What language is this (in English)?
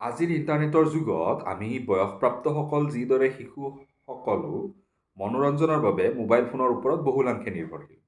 Assamese